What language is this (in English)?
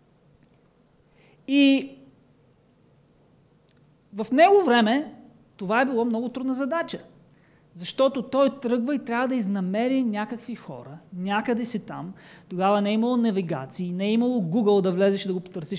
Bulgarian